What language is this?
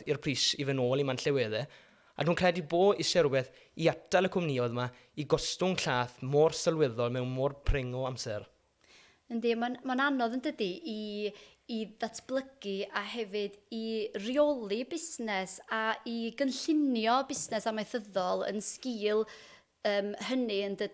Welsh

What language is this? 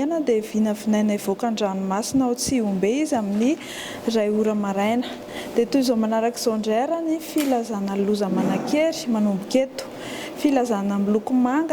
Malagasy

